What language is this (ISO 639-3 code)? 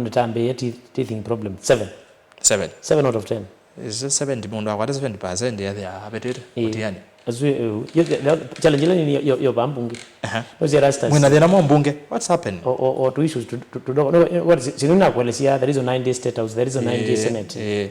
kam